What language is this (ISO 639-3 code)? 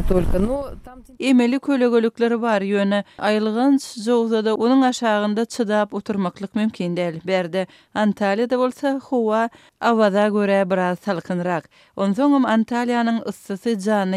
tuk